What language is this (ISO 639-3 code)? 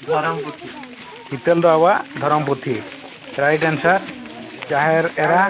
sat